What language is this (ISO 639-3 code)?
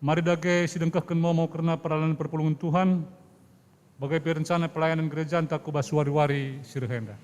btx